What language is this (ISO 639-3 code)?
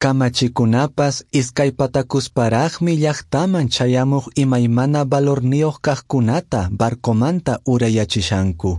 que